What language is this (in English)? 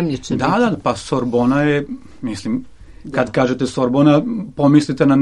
Serbian